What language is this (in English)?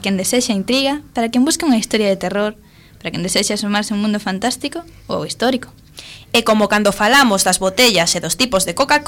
Galician